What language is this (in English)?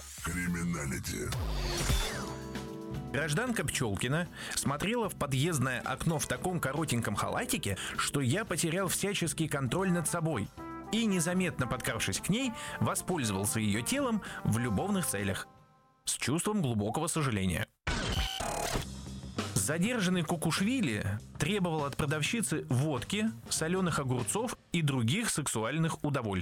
Russian